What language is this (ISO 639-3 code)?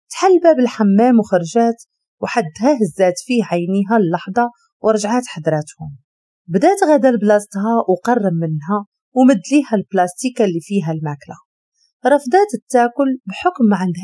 ary